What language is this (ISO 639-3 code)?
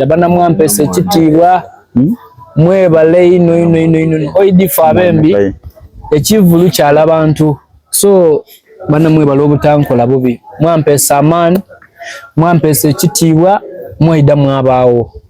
xog